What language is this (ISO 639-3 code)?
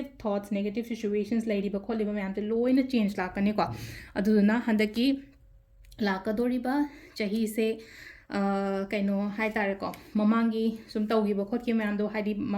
mni